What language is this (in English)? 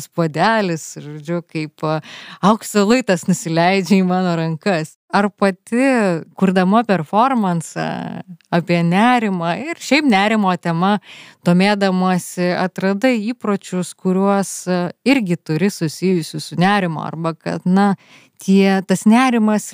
Lithuanian